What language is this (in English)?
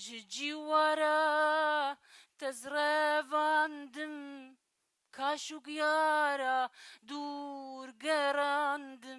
Kurdish